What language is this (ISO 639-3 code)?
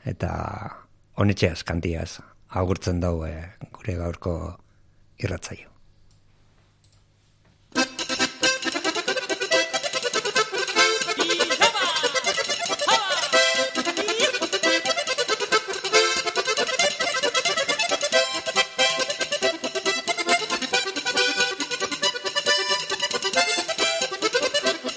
eus